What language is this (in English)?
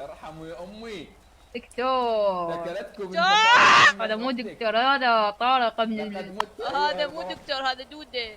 Mesopotamian Arabic